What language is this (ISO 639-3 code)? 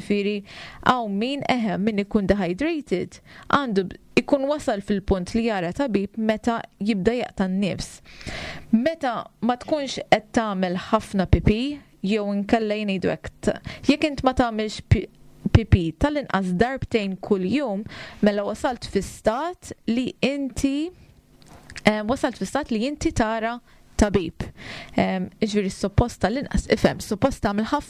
mlt